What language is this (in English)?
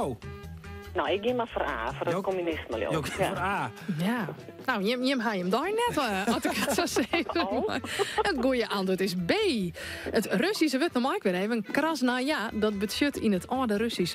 Western Frisian